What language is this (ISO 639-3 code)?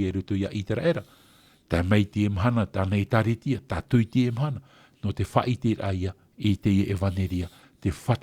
tah